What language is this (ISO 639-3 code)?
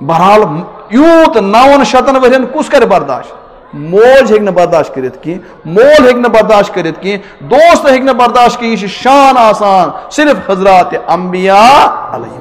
kas